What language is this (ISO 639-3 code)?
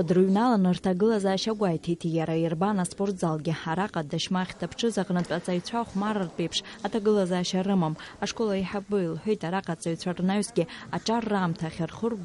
abk